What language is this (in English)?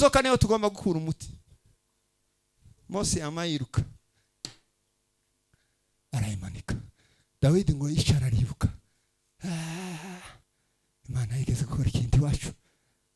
Kinyarwanda